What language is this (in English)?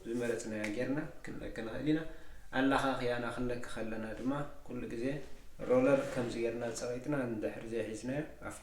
Tigrinya